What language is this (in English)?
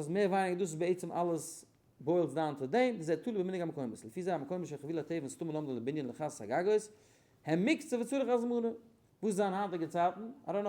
Yiddish